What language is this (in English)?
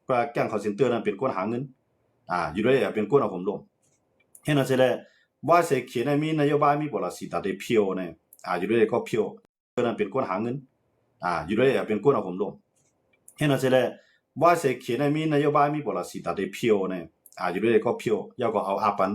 Shan